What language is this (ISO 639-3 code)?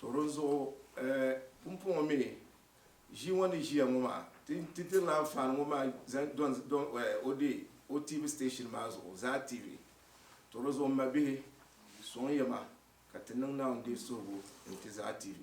dag